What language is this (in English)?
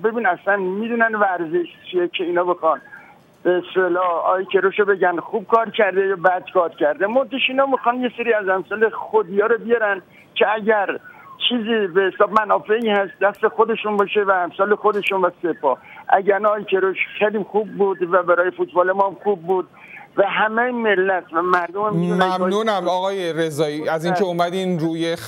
Persian